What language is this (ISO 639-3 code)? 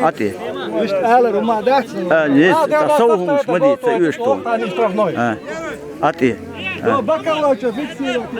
che